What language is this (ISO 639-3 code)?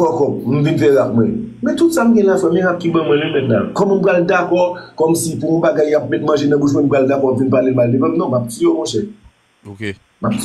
hat